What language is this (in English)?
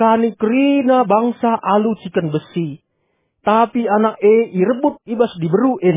Batak Karo